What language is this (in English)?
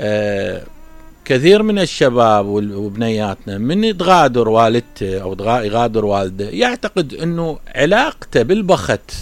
Mesopotamian Arabic